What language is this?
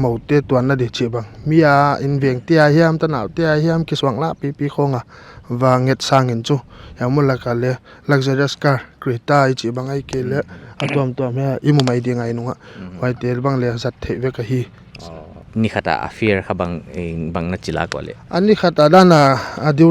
Paite Chin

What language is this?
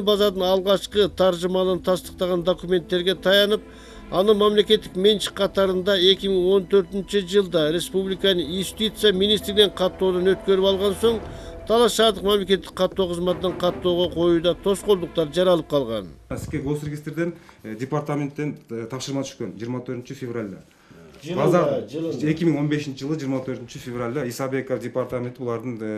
Kyrgyz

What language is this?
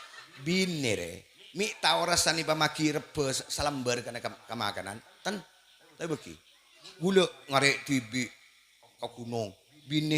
Madurese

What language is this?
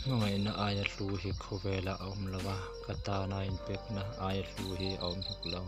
Mizo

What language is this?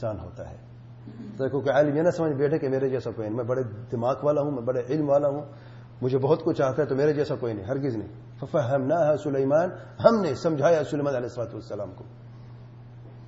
Urdu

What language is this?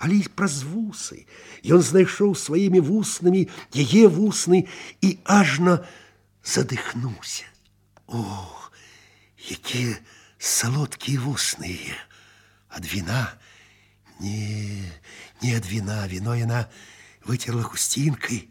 Belarusian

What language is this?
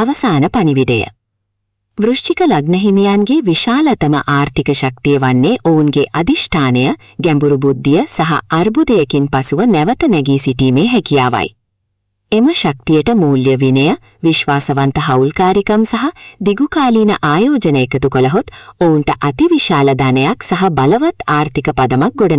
Sinhala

